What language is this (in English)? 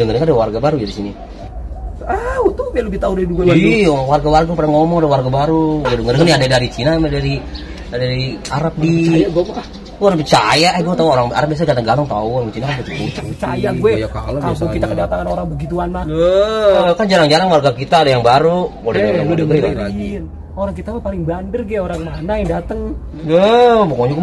Betawi